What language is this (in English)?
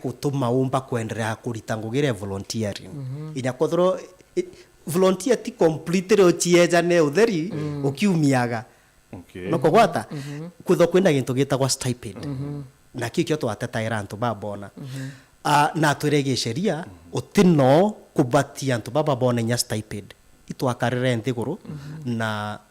Meru